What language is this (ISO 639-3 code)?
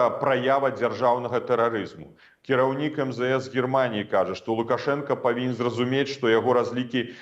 bel